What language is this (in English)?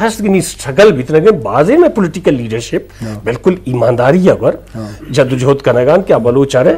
Eastern Balochi